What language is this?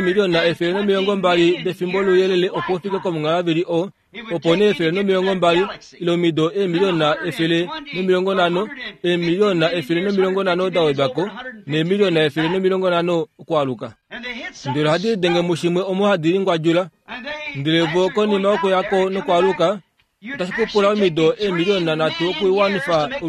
Kuanyama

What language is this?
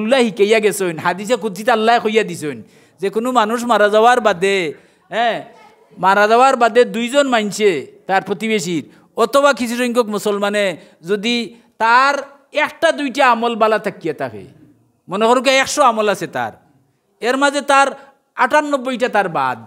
Sylheti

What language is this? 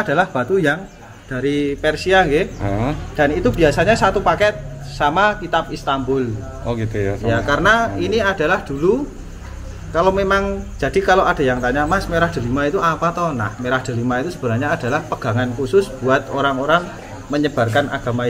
Indonesian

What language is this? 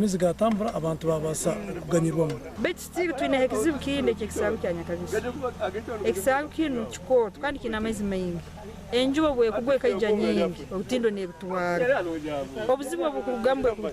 Nyankole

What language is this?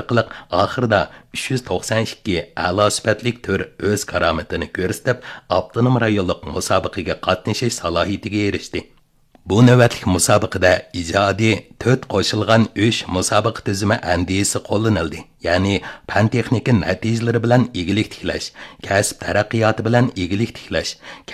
Uyghur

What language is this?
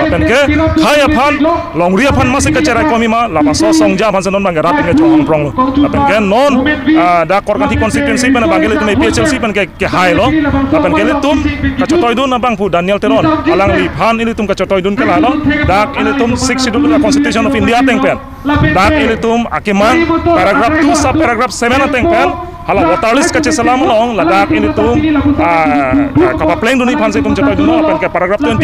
Karbi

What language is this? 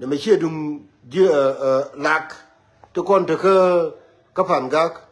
Nuer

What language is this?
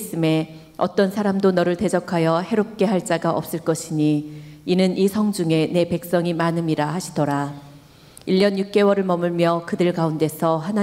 Korean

